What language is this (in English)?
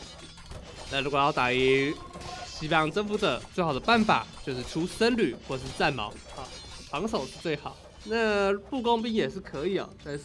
Chinese